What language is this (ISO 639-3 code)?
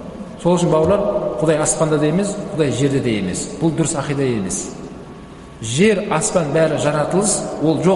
kaz